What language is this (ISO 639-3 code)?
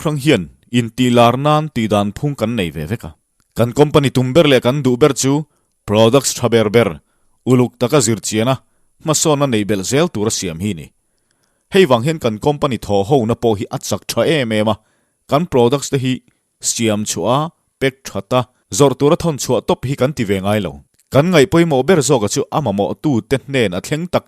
lus